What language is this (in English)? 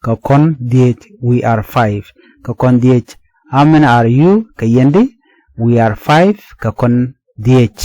Nuer